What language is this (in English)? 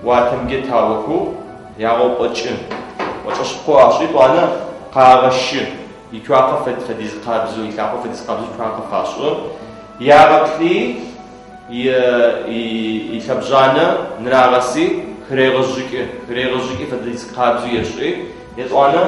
Adyghe